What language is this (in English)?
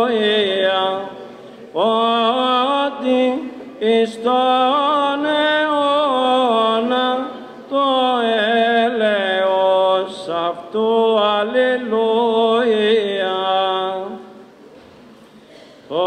Greek